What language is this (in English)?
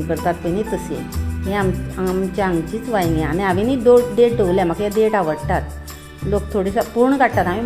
Konkani